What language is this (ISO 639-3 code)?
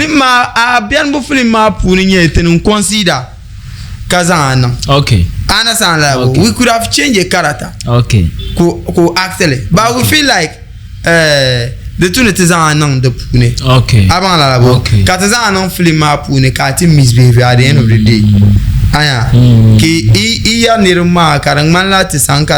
dag